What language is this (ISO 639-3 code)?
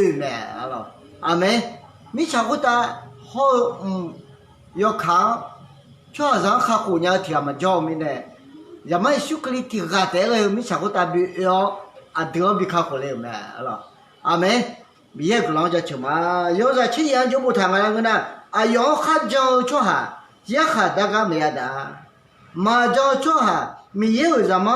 ahk